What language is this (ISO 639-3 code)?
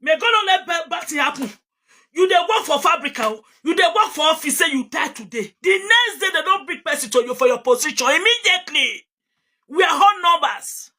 pcm